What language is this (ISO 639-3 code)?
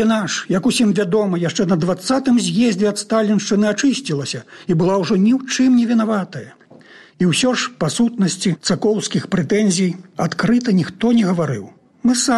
bel